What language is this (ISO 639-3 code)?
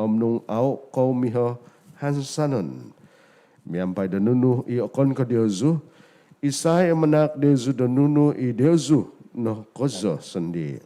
dtp